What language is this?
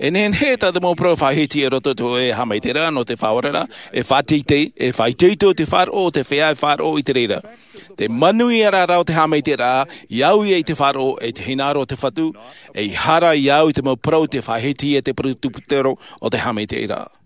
Tahitian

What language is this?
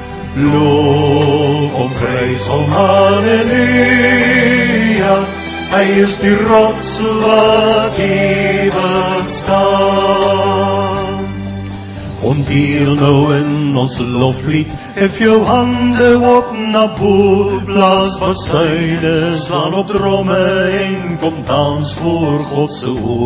Afrikaans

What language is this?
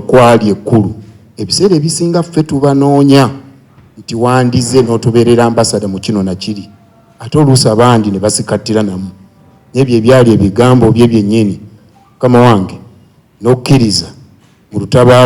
Ganda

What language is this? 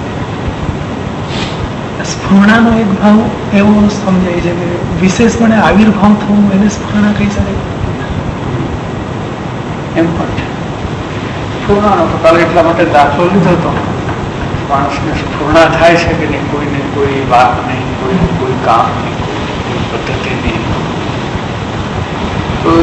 Gujarati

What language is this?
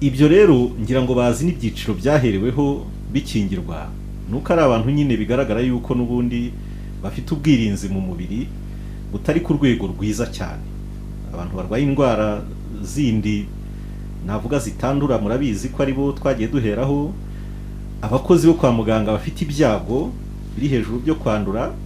Kinyarwanda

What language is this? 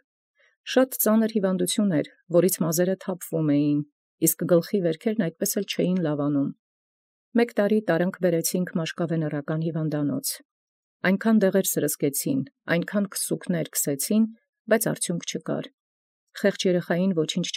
Armenian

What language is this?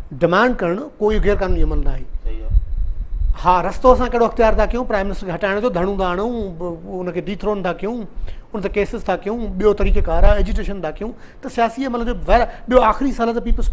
Sindhi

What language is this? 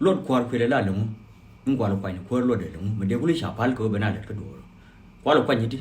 Nuer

